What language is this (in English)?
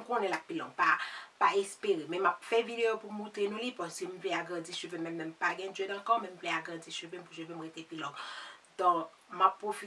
Haitian Creole